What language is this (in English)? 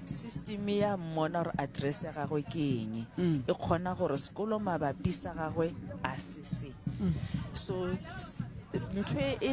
Northern Sotho